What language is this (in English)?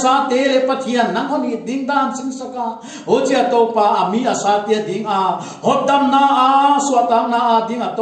Paite Chin